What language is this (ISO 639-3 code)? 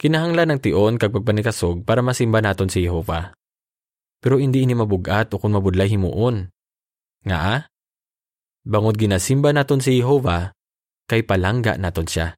hil